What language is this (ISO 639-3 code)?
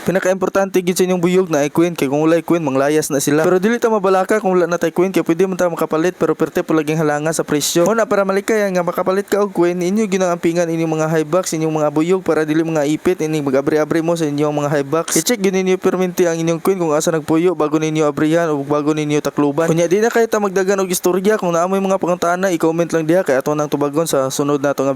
ceb